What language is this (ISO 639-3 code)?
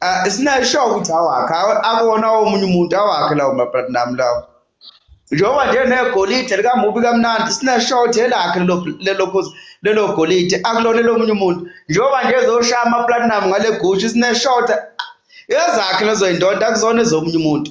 zul